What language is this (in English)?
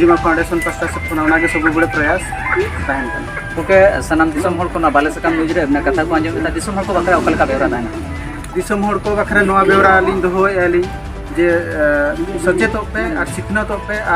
Santali